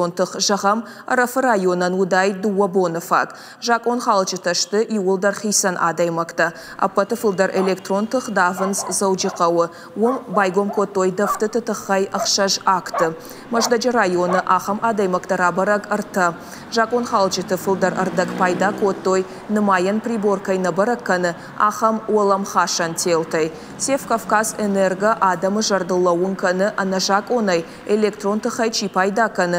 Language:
Ossetic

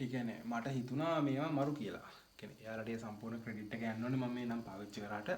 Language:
Sinhala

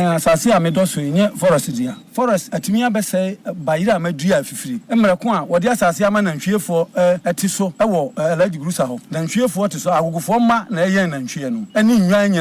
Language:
Akan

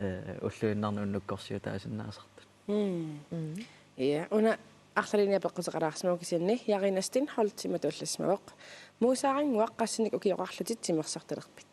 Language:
Kalaallisut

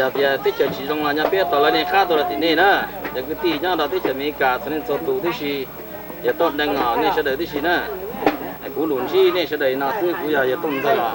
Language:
Hmong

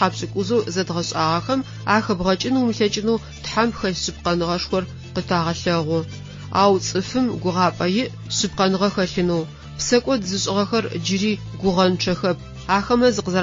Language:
Adyghe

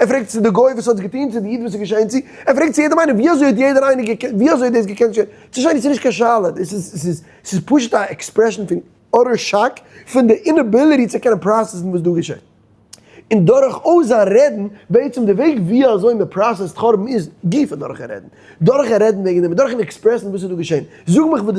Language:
Yiddish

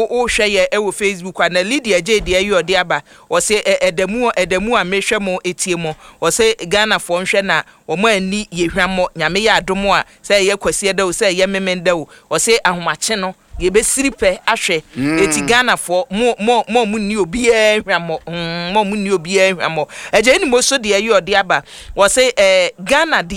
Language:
Akan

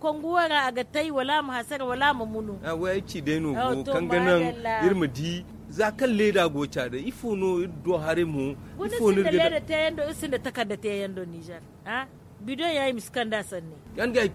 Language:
Zarma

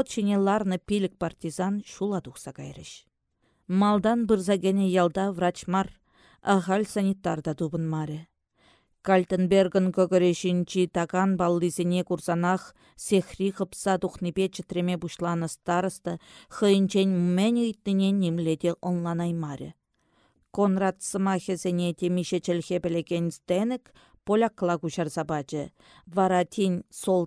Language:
Chuvash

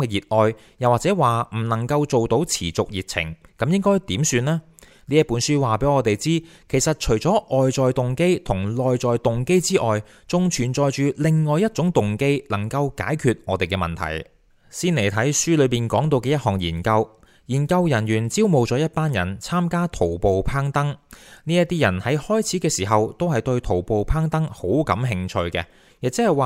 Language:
Cantonese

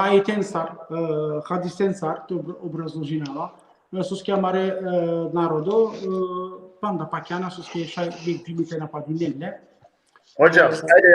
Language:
Balkan Romani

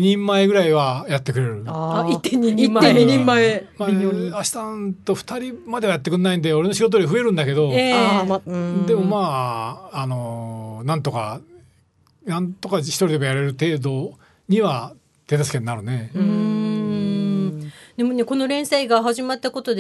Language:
Japanese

